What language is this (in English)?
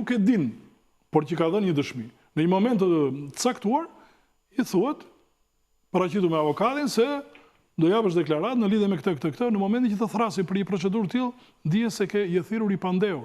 Albanian